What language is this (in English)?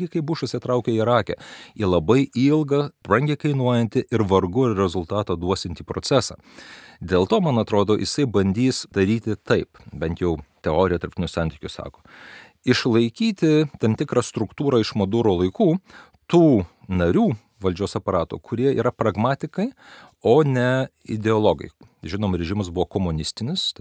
Lithuanian